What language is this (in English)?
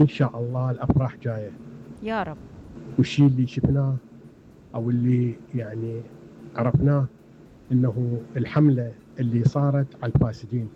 Mesopotamian Arabic